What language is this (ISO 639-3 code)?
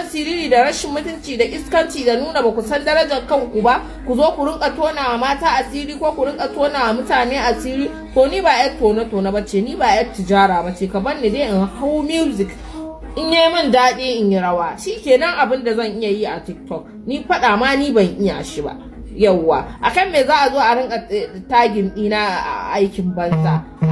hau